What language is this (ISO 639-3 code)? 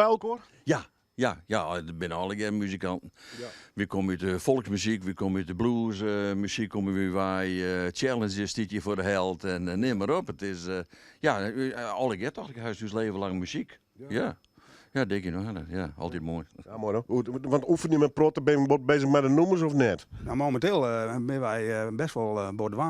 fry